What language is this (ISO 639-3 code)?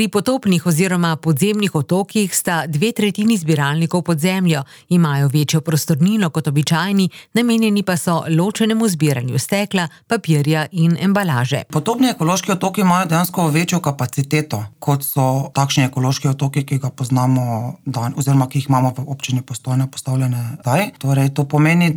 slv